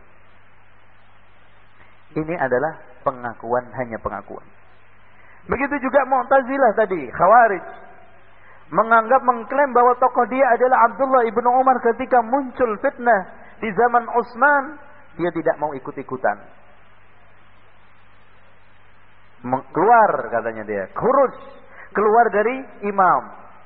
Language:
Indonesian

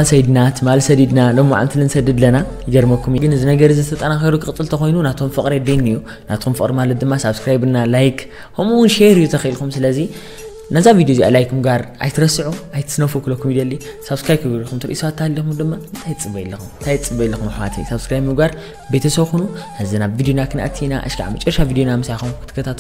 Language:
Tigrinya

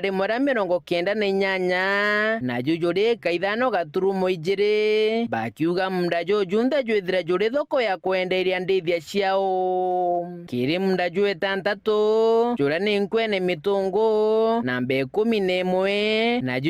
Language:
Meru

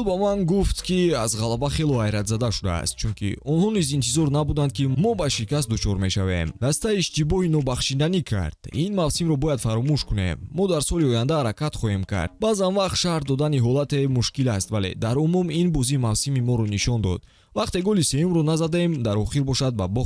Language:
Tajik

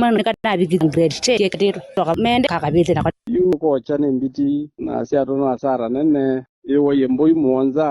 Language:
Kamba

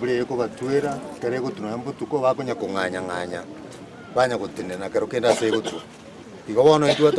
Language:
Gusii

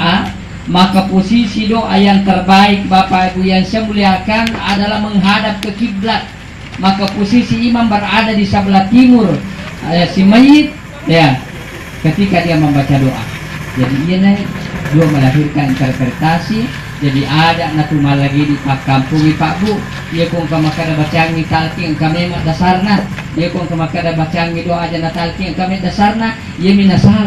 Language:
Buginese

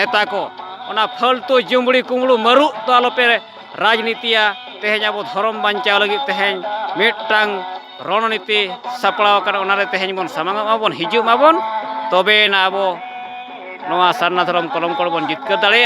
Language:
Santali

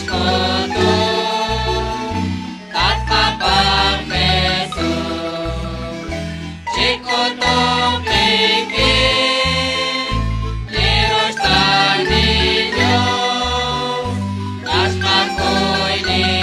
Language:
Kekchí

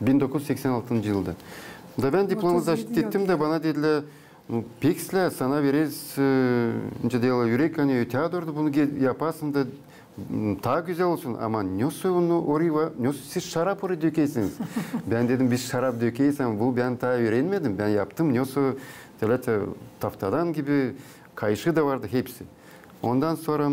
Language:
Gagauz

